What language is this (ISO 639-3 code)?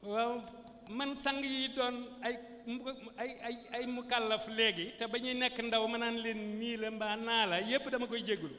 wol